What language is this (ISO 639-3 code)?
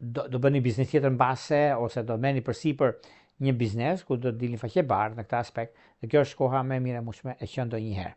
sqi